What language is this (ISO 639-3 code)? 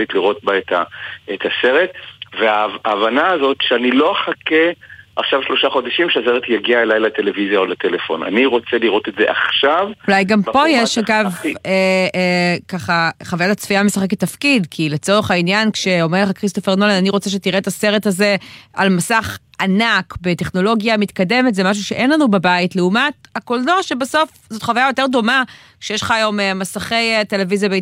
heb